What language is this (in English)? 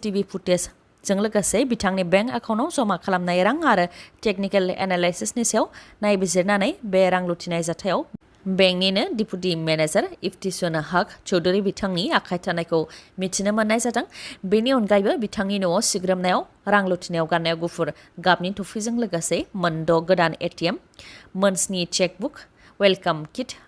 Bodo